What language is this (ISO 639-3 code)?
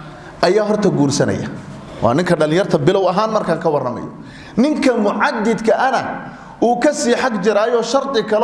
som